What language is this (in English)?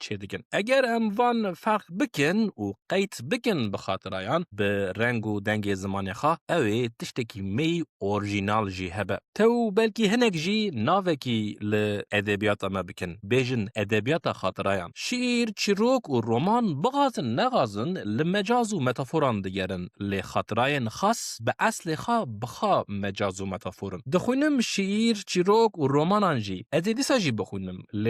Kurdish